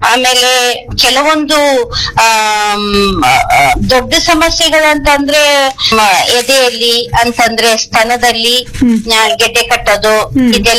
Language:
Kannada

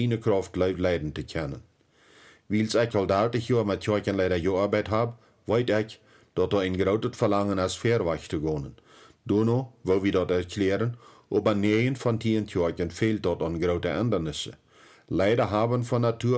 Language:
Plautdietsch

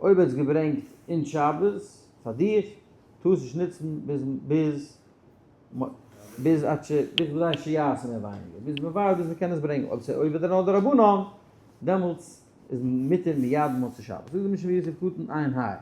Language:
Yiddish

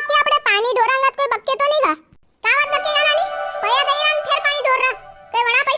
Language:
Rajasthani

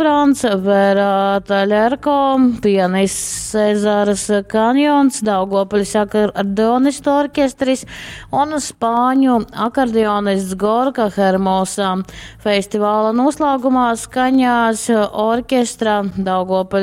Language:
Latgalian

